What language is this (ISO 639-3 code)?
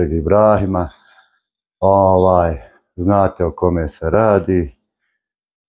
bos